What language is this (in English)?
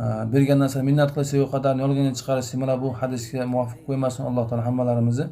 Uzbek